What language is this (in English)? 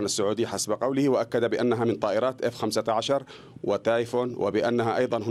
Arabic